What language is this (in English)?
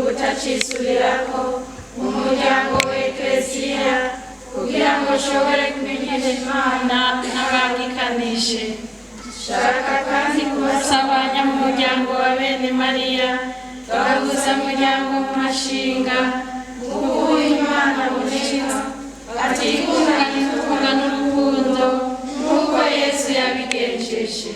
Rundi